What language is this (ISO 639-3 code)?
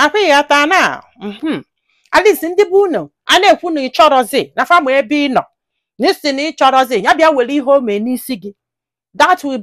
ibo